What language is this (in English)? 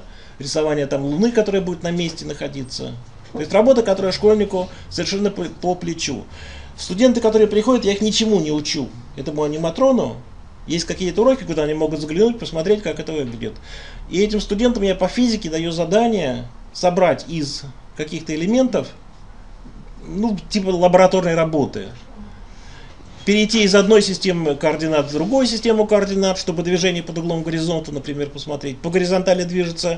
Russian